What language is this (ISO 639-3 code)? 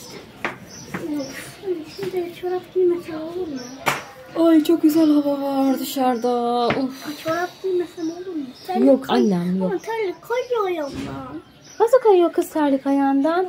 tur